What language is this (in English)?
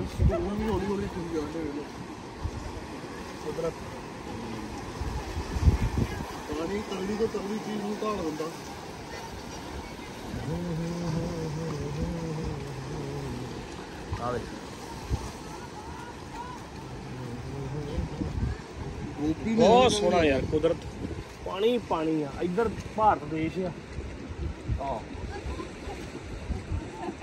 Punjabi